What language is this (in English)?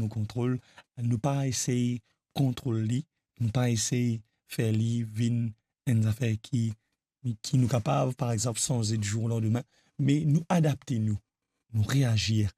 Morisyen